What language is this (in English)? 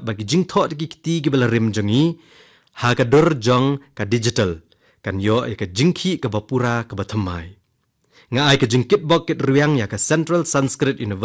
Khasi